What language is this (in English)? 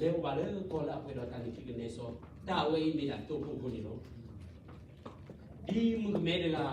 S'gaw Karen